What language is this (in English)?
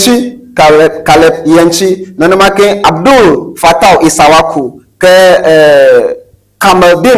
Ewe